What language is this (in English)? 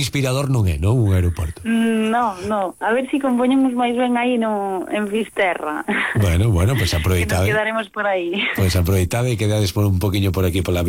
Galician